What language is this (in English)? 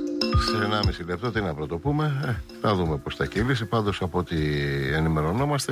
Greek